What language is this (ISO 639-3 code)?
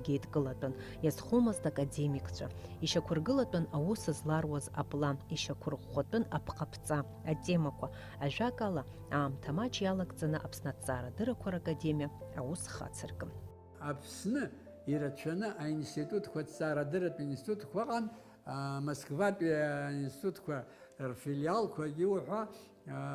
abk